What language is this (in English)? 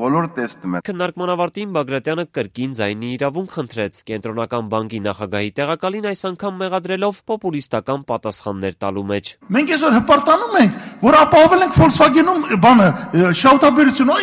Armenian